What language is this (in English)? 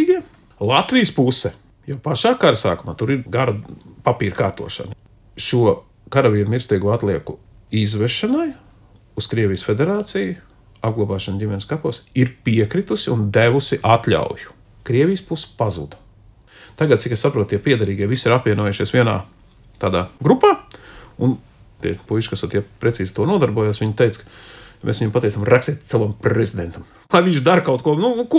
Latvian